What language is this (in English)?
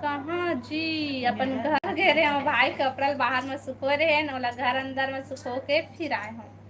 Chhattisgarhi